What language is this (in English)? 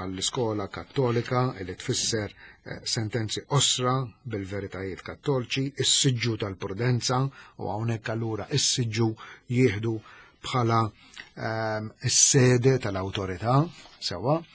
Maltese